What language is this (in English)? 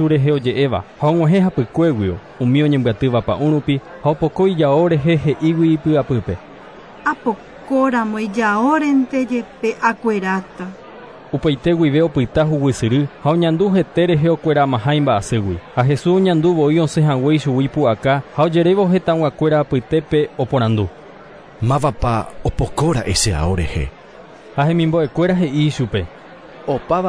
Guarani